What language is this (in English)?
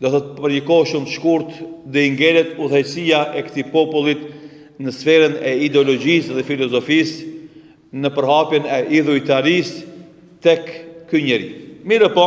Albanian